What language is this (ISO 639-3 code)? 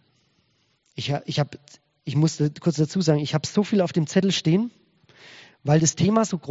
deu